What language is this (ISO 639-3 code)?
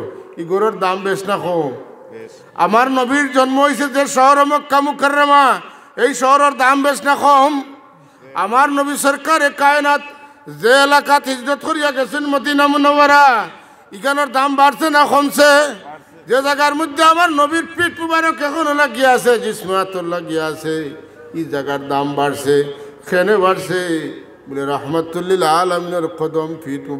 syl